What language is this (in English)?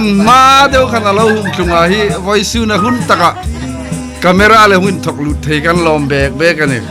Hmar